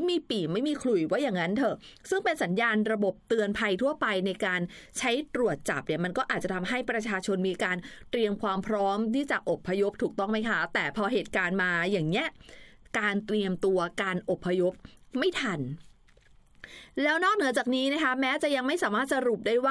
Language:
Thai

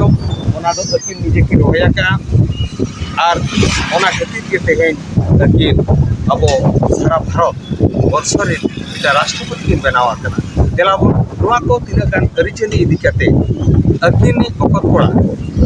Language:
Santali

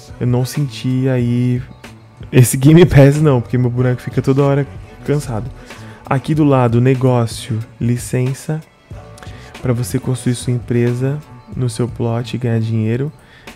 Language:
Portuguese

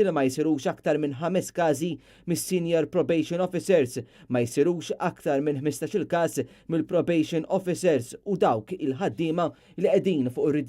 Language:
Maltese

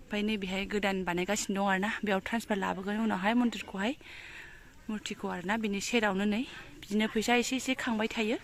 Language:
Bodo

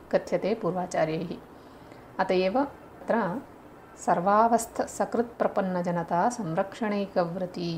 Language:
Sanskrit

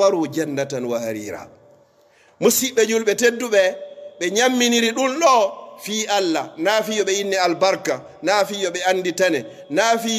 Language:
Pular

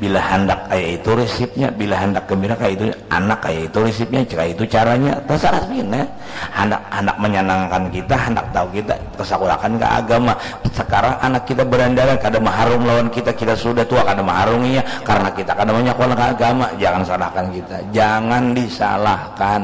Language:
Banjar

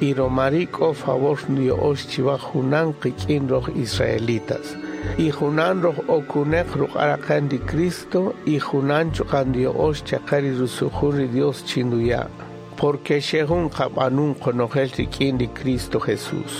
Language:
Kaqchikel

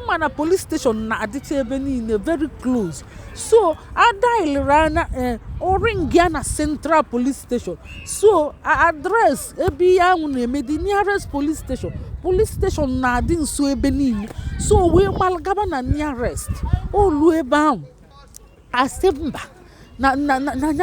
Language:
Igbo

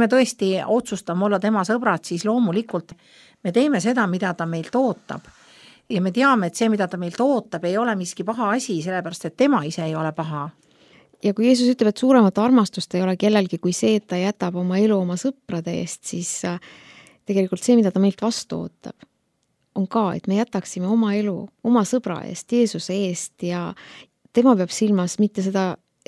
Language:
Estonian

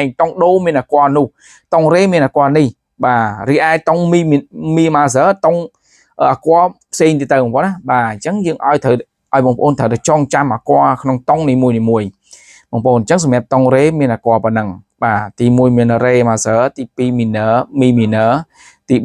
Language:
Khmer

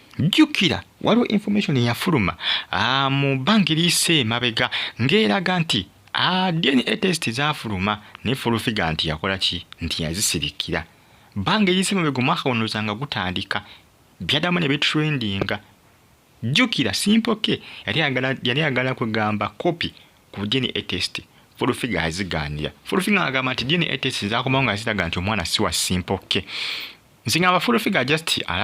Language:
Ganda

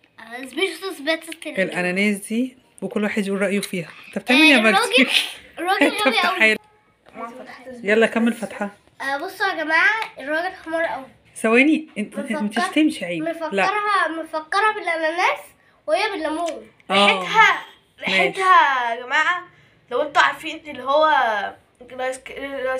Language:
Egyptian Arabic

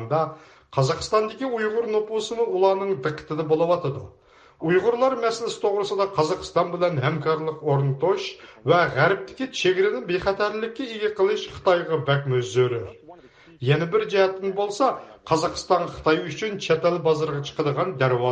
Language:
Uyghur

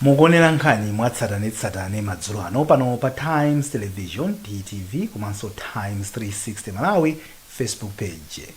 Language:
Nyanja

